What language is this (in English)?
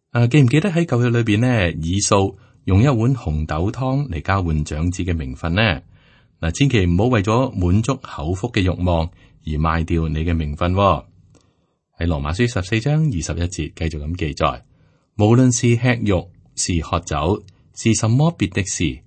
Cantonese